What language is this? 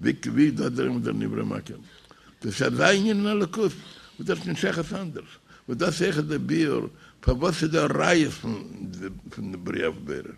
Yiddish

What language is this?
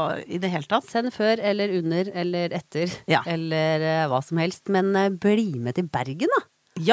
Norwegian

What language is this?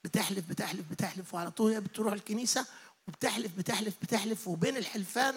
Egyptian Arabic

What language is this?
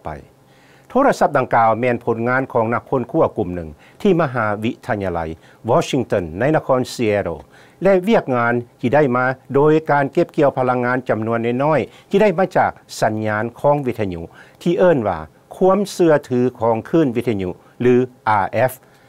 Lao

